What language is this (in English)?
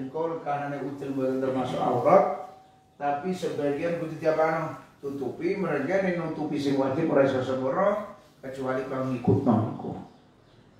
Javanese